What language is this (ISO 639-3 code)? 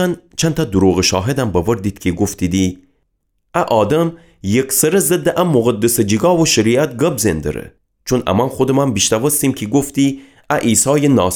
glk